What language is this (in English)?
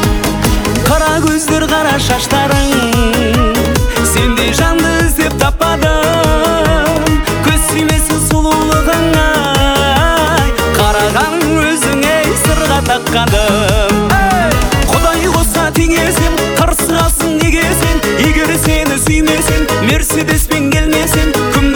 Kazakh